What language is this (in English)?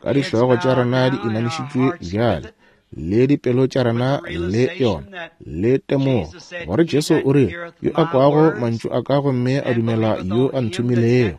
Northern Sotho